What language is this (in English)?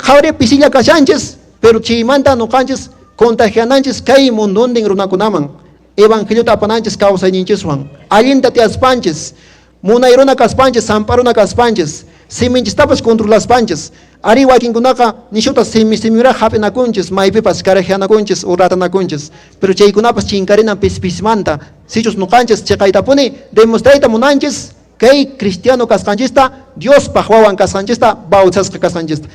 Quechua